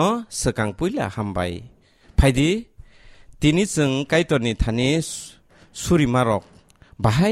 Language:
Kok Borok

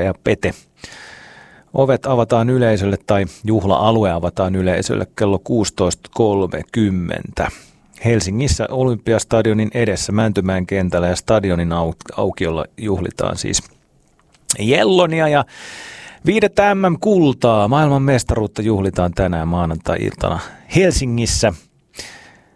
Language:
Finnish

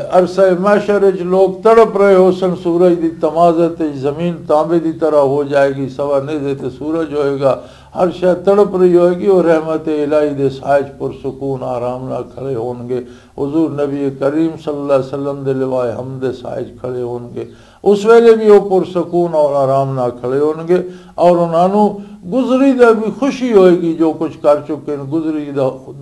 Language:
Western Panjabi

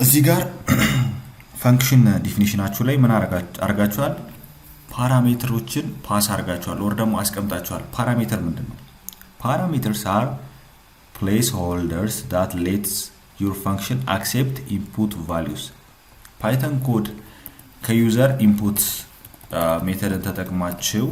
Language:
Amharic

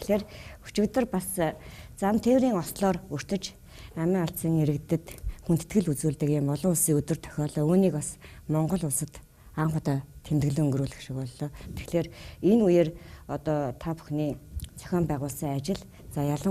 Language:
Mongolian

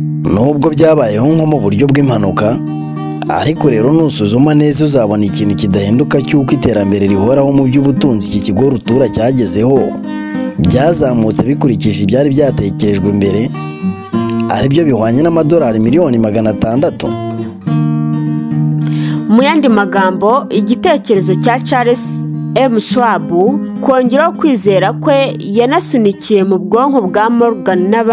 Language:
Kinyarwanda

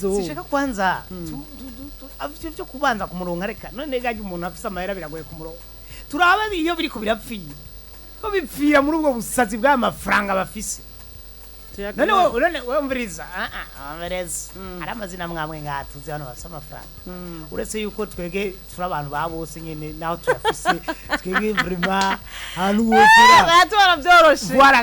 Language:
Rundi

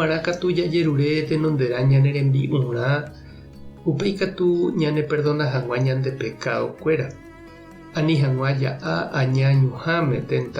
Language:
Guarani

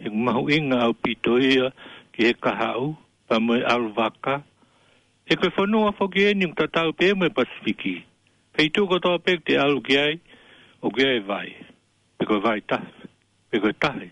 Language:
Tongan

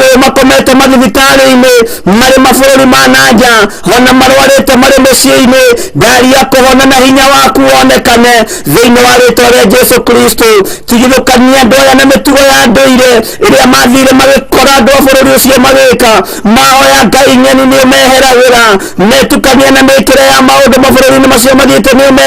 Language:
Kikuyu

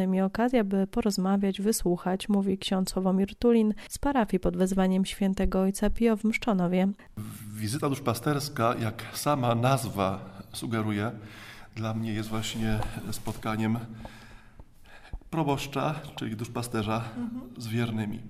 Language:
Polish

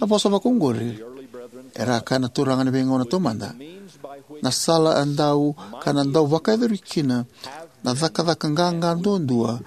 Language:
Fijian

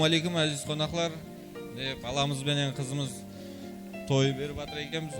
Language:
Kara-Kalpak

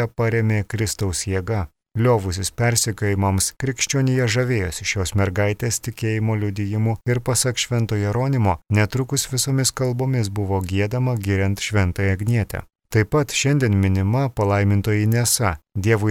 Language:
Lithuanian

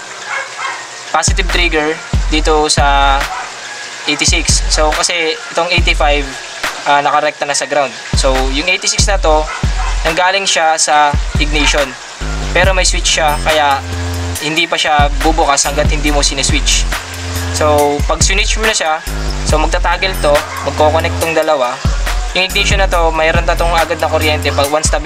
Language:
Filipino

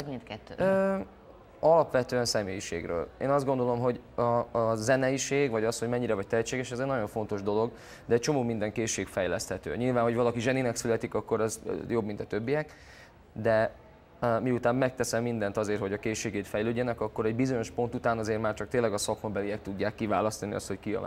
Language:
Hungarian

